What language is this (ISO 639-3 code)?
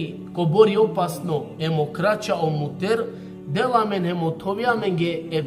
rmn